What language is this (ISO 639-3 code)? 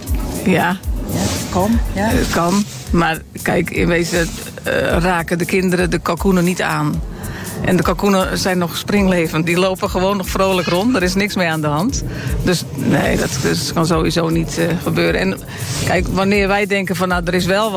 nld